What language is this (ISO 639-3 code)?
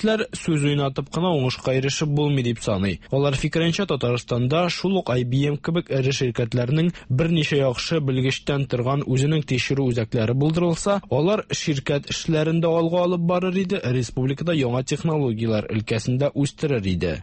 tat